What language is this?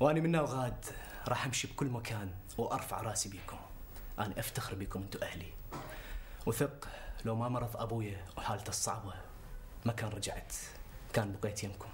North Levantine Arabic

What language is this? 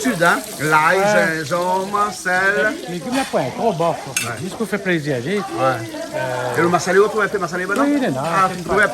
Réunion Creole French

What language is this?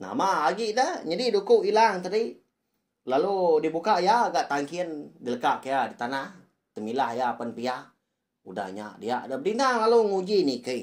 Iban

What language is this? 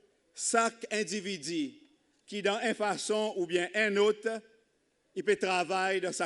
Seselwa Creole French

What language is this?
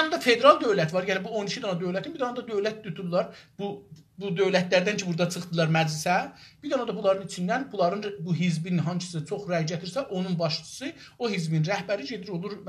South Azerbaijani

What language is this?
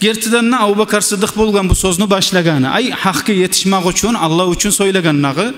Kumyk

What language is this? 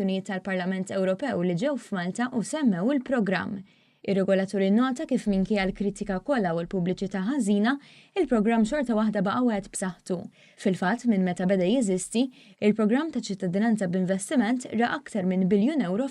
Maltese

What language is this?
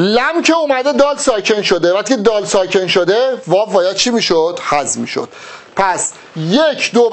Persian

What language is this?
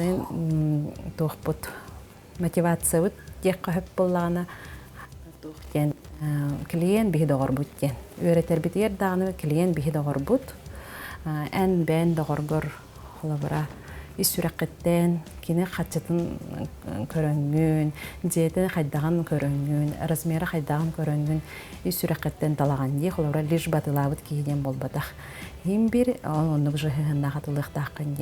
Yakut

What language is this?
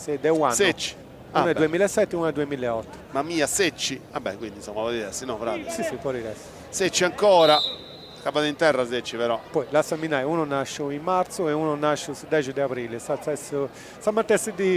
Sardinian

